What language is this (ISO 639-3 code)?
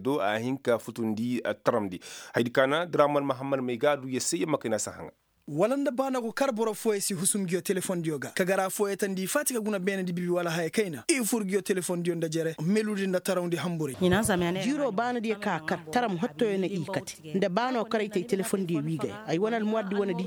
ses